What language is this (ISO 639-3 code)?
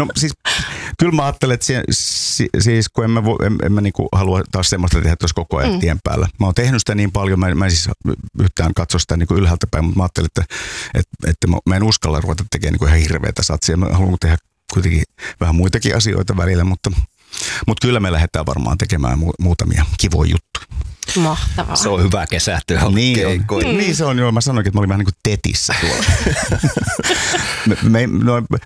fin